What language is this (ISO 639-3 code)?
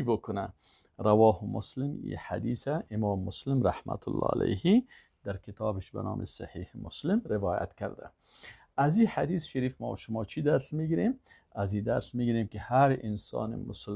fas